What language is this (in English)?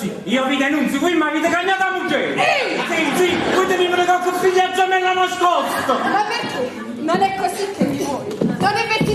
Neapolitan